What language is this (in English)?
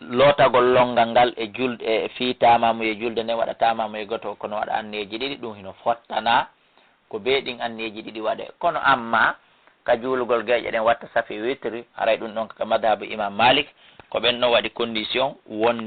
Fula